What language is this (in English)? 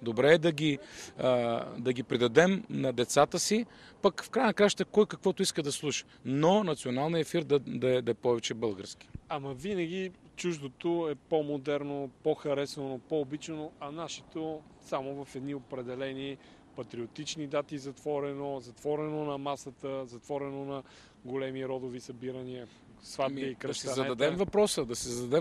Bulgarian